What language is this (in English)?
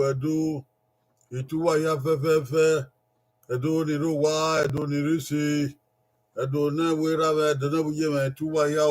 Bini